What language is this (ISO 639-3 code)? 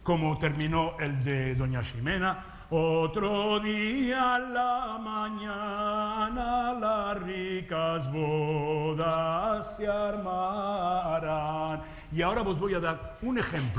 lad